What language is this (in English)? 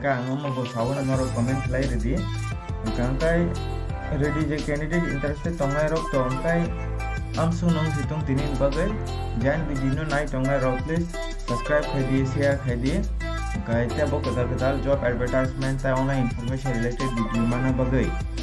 Kok Borok